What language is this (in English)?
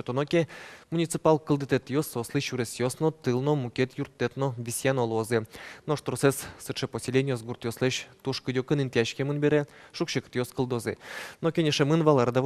Udmurt